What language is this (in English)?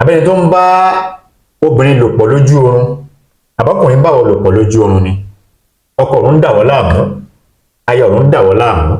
Yoruba